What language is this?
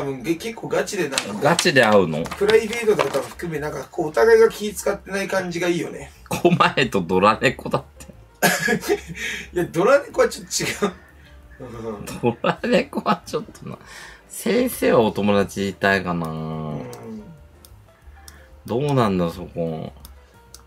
Japanese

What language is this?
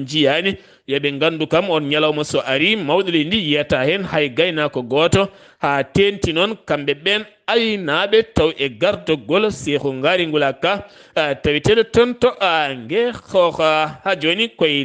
Fula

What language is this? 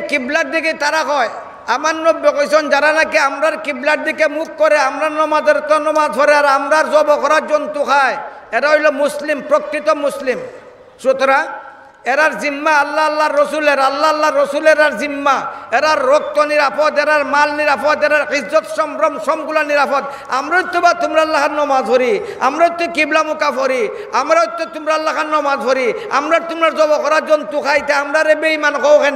Sylheti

